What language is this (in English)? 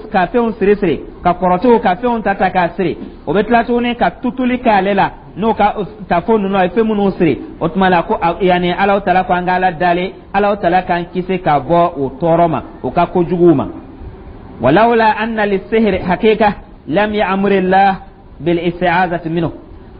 Dyula